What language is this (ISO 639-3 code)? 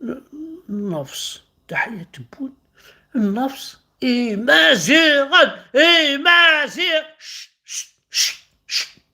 kab